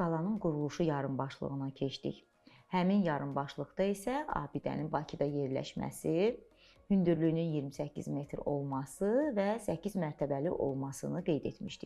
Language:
Azerbaijani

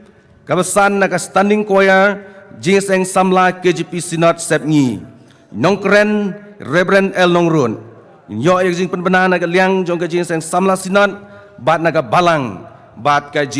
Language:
Khasi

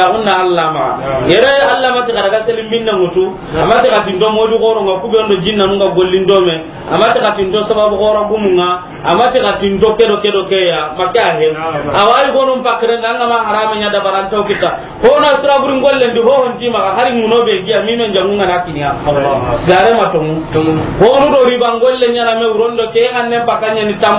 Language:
Soninke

